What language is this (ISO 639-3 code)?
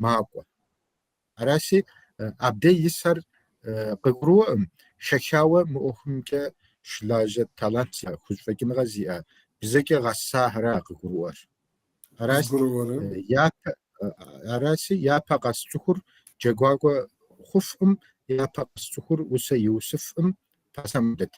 kbd